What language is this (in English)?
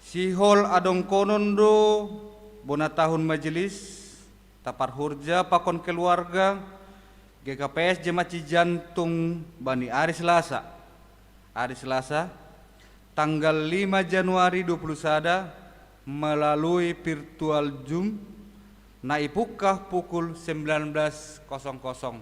Batak Simalungun